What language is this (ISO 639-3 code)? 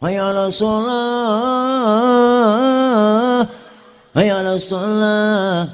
bew